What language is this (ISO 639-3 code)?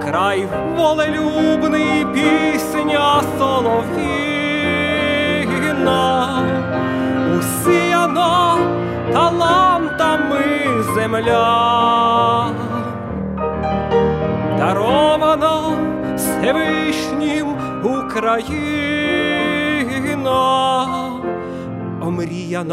ukr